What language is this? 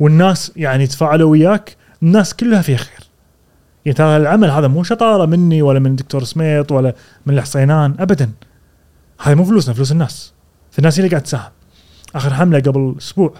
Gulf Arabic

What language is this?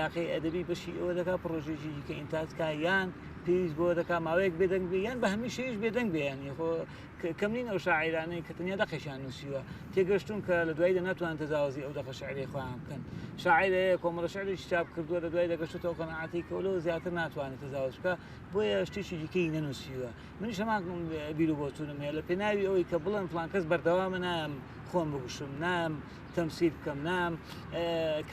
Central Kurdish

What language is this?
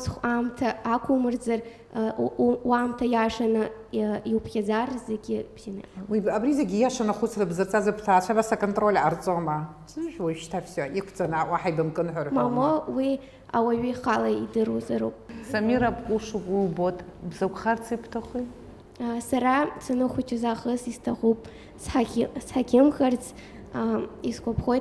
Abkhazian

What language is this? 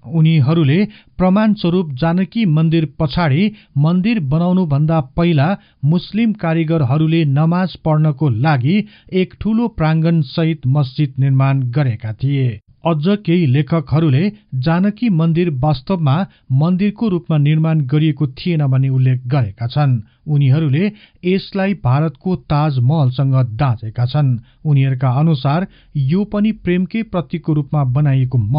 Nepali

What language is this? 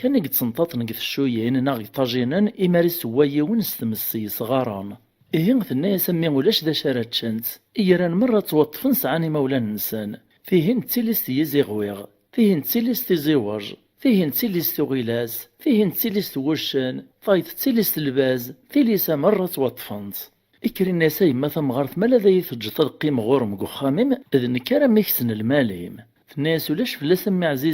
Kabyle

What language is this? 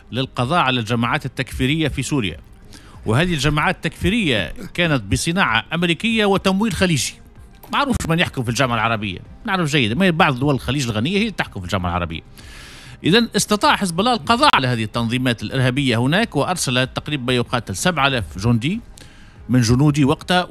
Tunisian Arabic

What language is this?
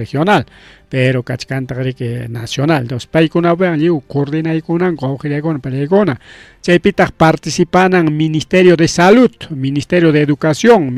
Ayacucho Quechua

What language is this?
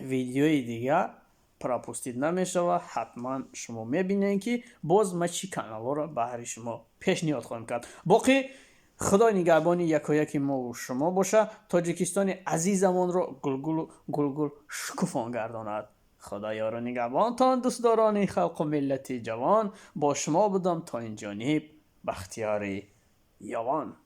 Tajik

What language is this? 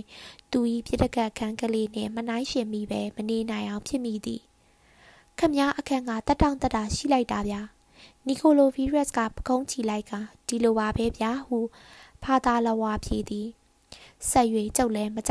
Burmese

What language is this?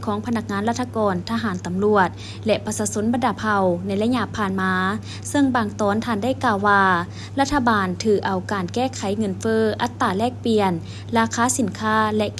Lao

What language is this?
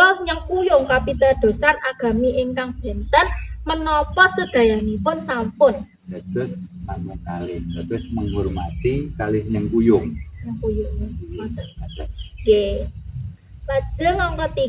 Javanese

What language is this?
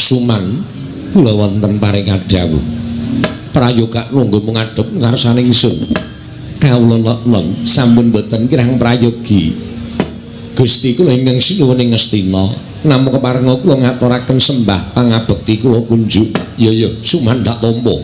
Javanese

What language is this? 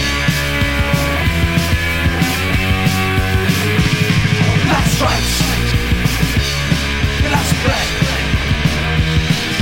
Basque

